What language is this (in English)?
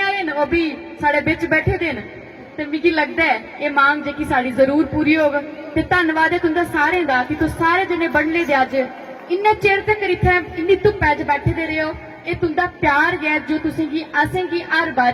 Dogri